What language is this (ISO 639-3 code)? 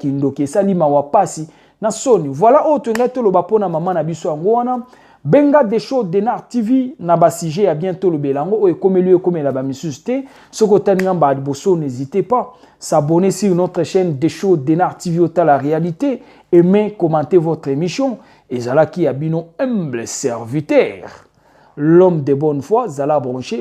lin